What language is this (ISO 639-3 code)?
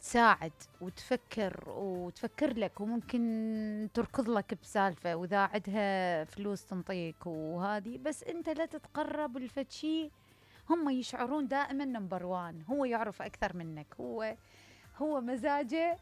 acm